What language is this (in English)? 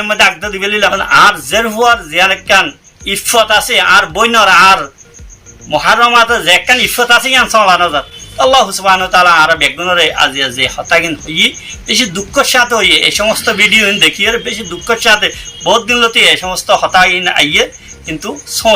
Rohingya